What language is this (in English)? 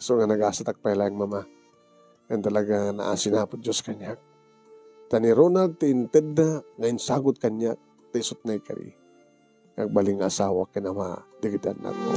Iloko